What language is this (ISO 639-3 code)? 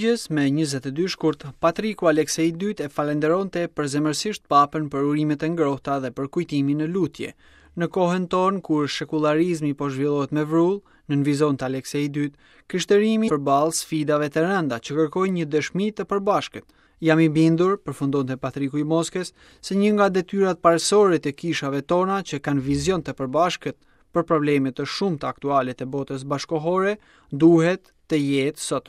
sqi